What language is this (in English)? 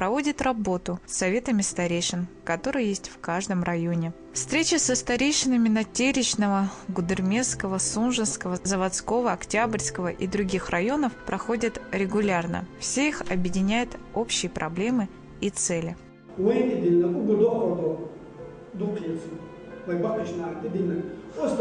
Chechen